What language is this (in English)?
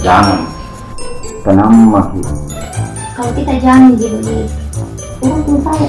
Makassar Malay